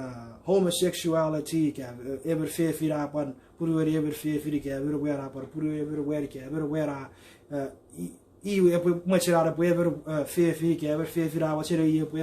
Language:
Chuukese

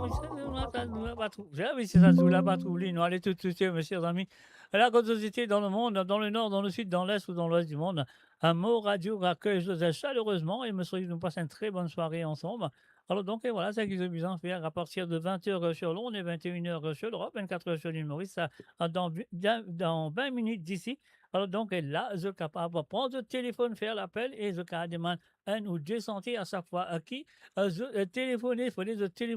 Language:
Morisyen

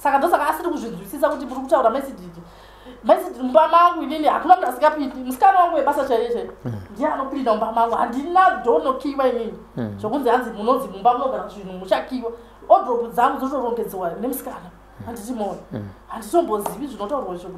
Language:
Shona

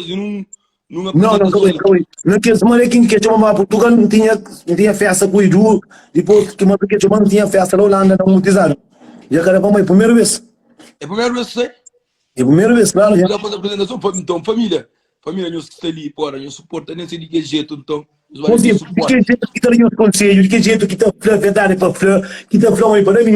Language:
Kabuverdianu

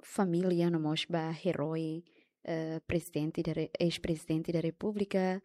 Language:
Tetum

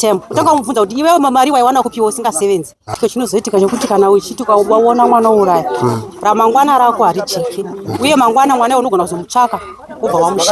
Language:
Shona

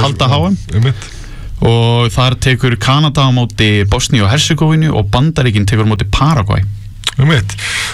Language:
Icelandic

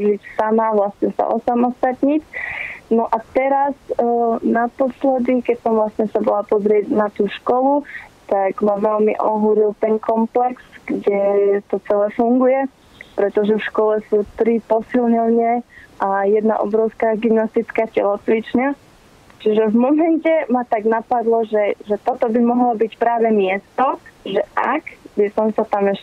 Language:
Slovak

